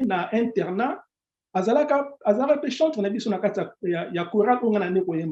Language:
Lingala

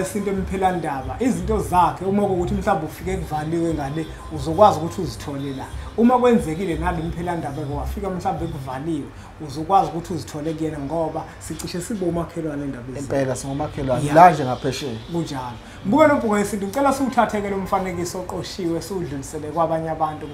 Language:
Zulu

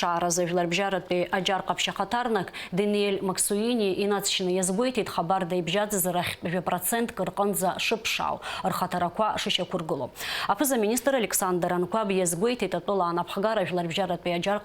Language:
Abkhazian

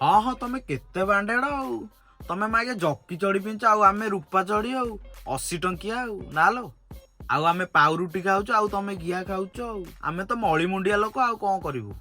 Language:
Odia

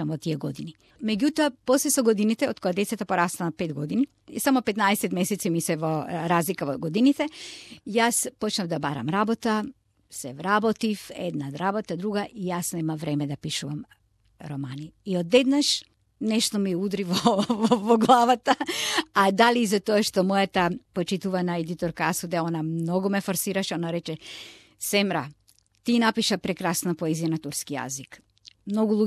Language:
Macedonian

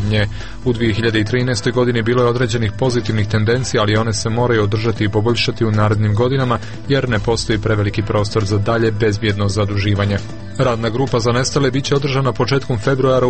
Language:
Croatian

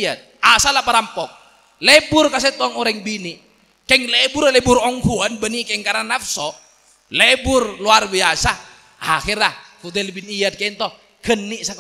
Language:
Madurese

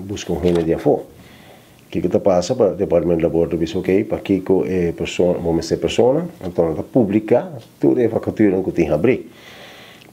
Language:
Papiamento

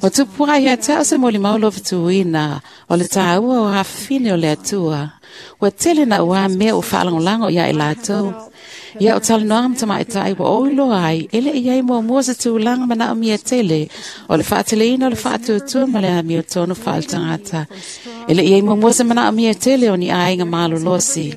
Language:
Samoan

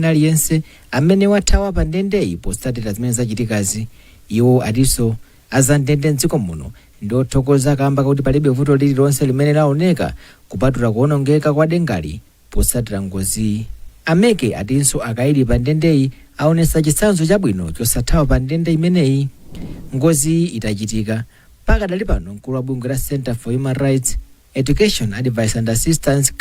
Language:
Nyanja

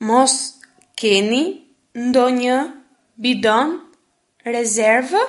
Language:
Albanian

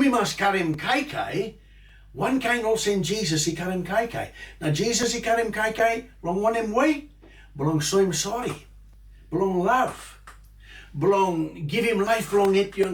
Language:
Tok Pisin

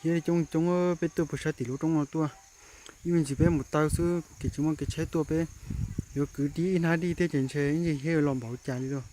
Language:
Hmong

